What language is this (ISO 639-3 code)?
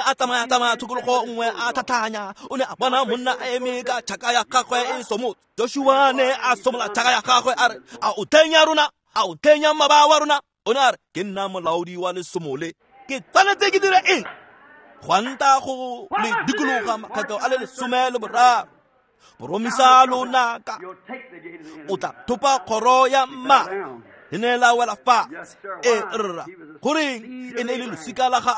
tsn